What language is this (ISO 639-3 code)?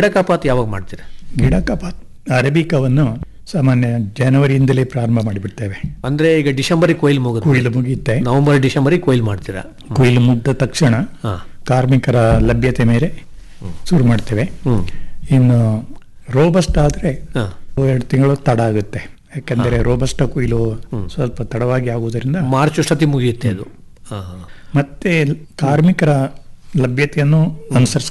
kan